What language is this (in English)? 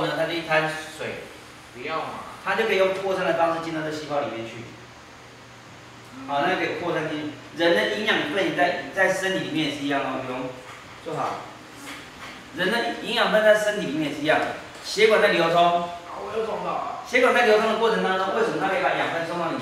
Chinese